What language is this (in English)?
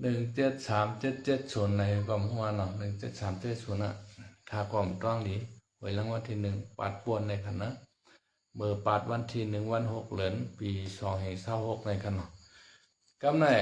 Shan